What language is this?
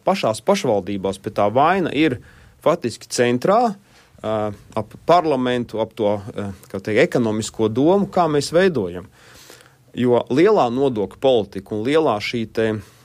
Latvian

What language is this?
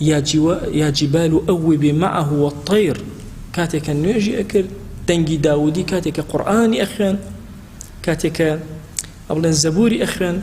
Central Kurdish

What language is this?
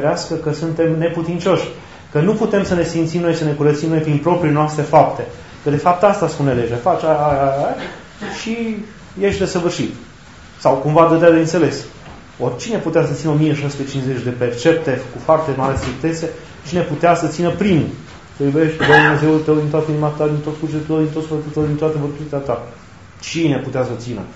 Romanian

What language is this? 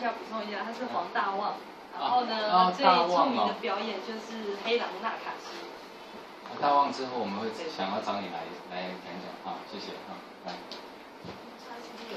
Chinese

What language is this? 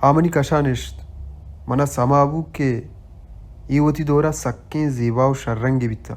Baluchi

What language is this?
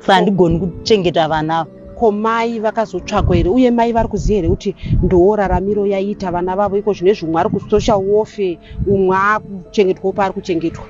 Shona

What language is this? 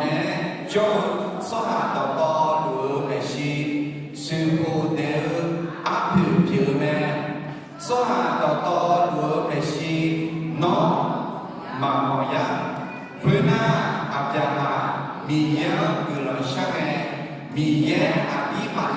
Akha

